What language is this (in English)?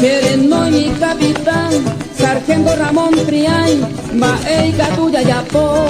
Guarani